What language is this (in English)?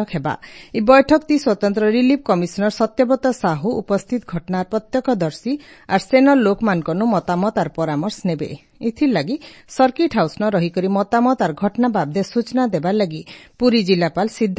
Odia